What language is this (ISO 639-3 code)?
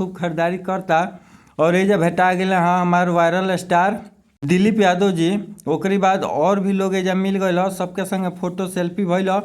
bho